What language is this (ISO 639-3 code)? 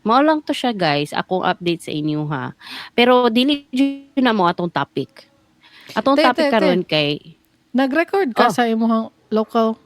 ceb